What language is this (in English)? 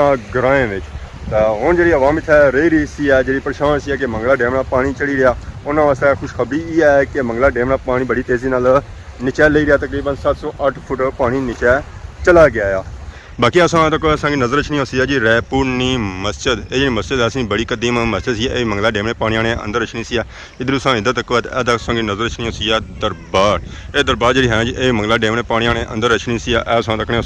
Pahari-Potwari